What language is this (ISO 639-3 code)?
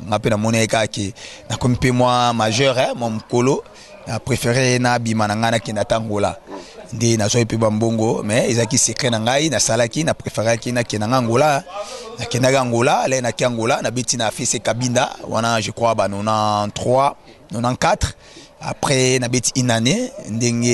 lin